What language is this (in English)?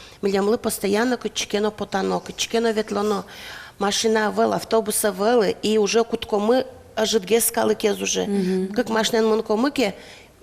Udmurt